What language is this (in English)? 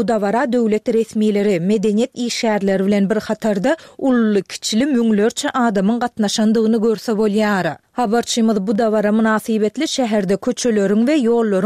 Turkmen